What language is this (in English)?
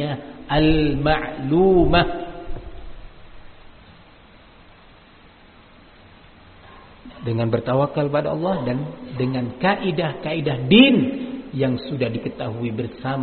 Indonesian